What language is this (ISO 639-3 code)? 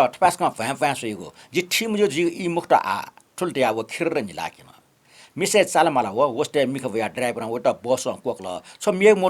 new